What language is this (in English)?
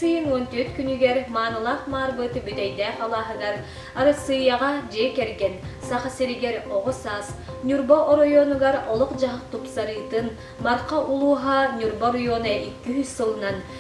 Yakut